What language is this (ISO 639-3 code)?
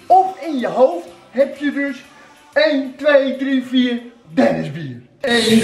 nld